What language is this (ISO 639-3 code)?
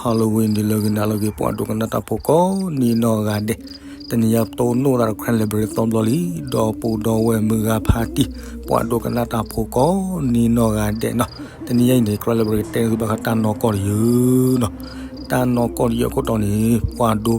ksw